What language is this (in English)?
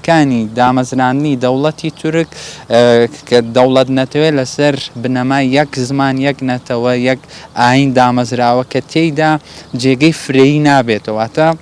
Central Kurdish